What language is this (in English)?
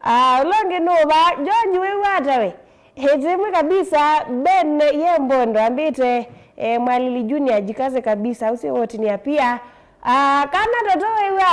Kamba